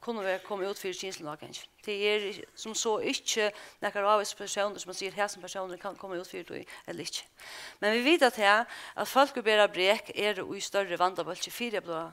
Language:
Faroese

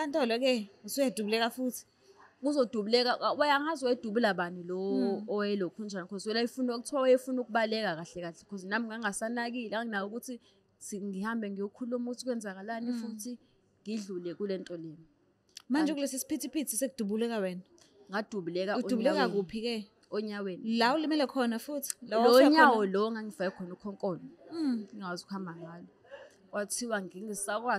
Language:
Zulu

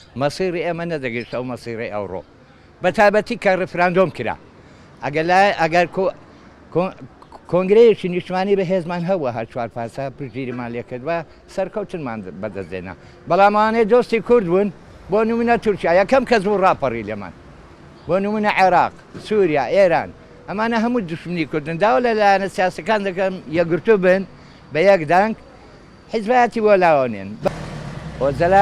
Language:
Central Kurdish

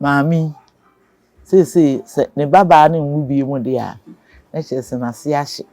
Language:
Akan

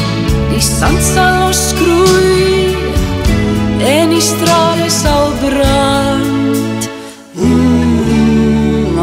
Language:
Afrikaans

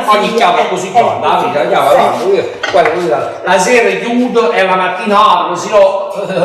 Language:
Neapolitan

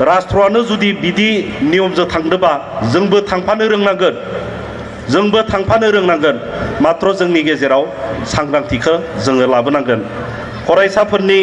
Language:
Bodo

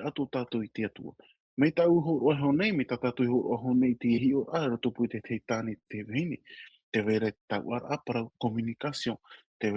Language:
Tahitian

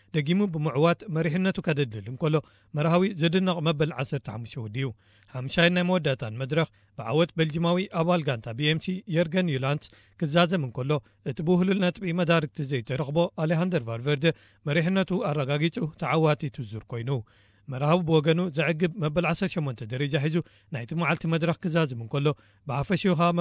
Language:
Tigrinya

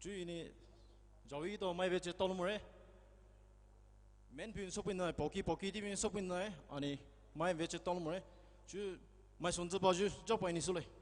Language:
Poumei Naga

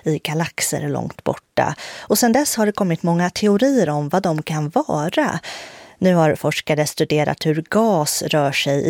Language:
Swedish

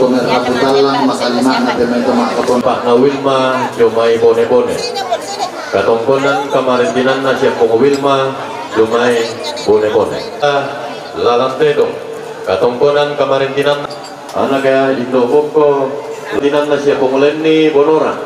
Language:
Toraja-Sa'dan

